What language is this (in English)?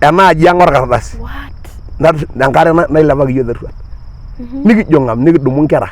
Masai